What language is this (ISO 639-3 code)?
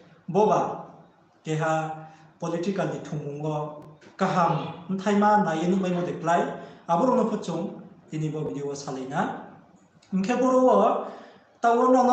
ria